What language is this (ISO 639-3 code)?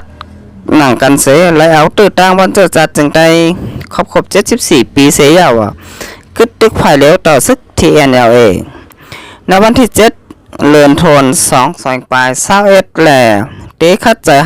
shn